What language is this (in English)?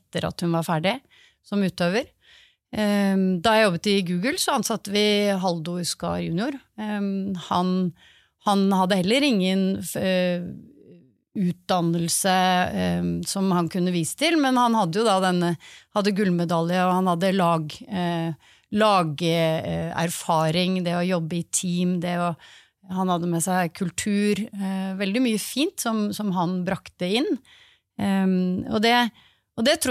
Norwegian